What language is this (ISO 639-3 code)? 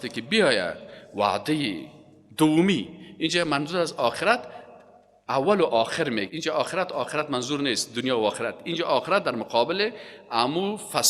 fas